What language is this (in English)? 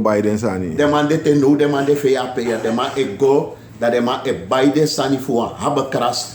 Sranan Tongo